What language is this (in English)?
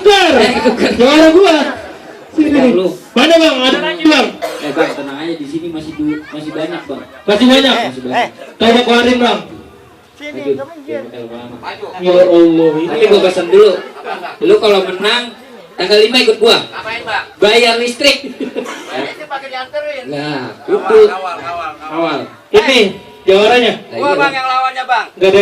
Betawi